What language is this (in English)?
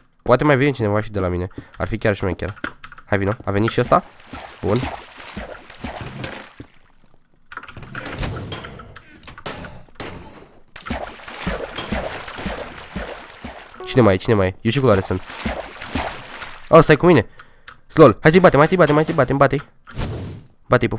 Romanian